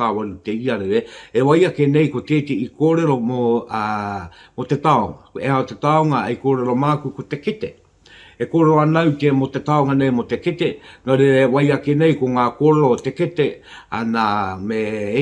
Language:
Māori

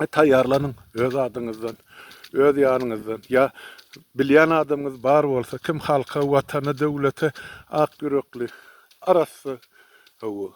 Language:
Turkmen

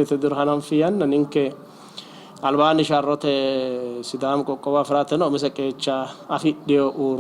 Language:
Sidamo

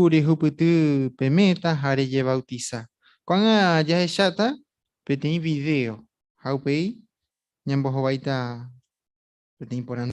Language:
Guarani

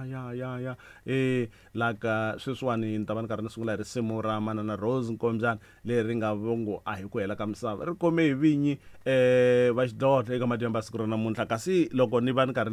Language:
Tsonga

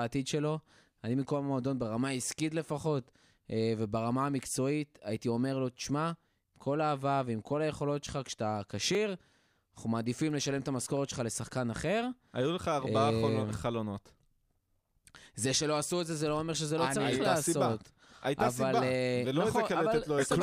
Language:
Hebrew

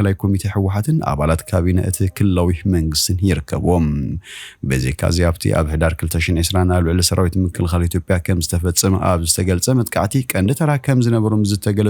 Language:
Tigrinya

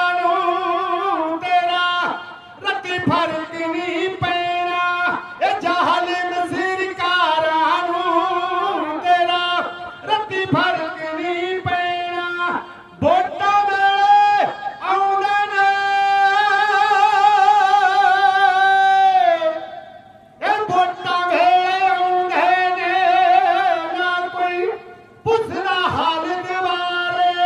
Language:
Punjabi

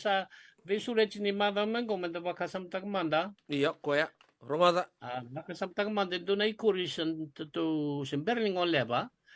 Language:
Fijian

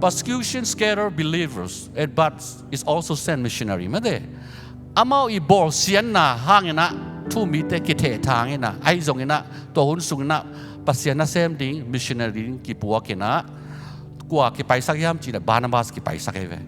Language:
Tedim Chin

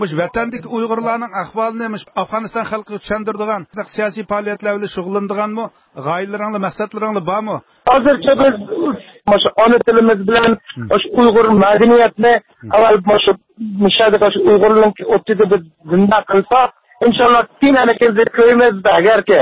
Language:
Uyghur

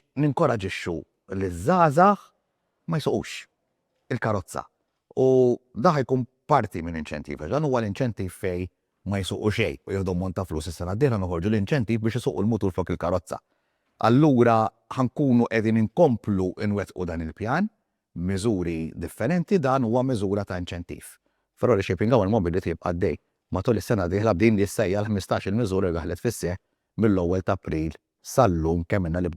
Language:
Maltese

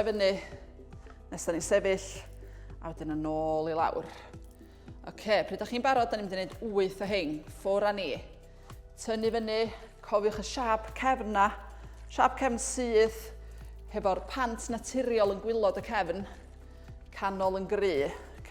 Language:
Welsh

